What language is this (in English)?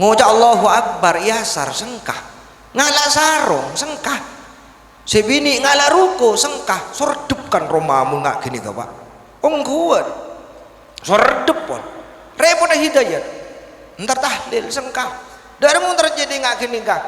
Madurese